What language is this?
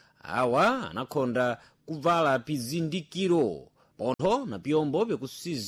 Sena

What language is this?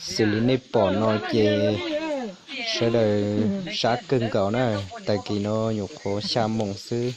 Hmong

